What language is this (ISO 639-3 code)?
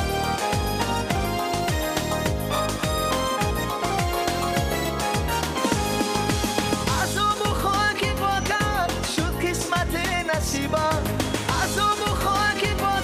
fas